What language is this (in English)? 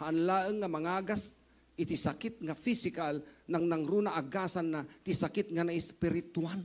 Iloko